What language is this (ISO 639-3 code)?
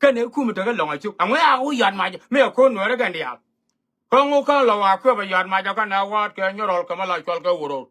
nus